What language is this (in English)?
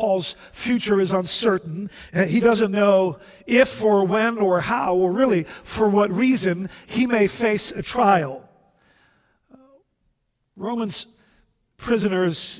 English